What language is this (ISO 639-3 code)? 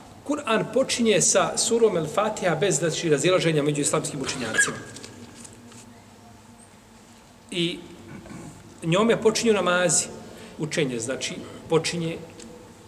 bos